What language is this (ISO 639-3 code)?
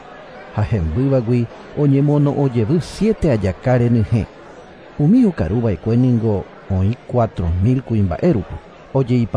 grn